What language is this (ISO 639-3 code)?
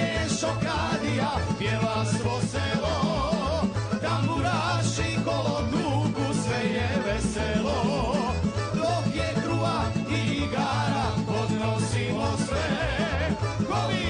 hrv